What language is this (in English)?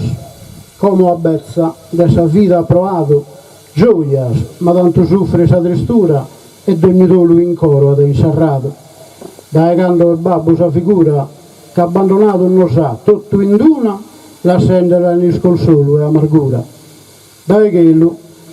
Sardinian